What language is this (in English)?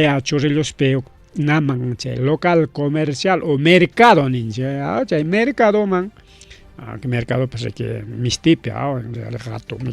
Ayacucho Quechua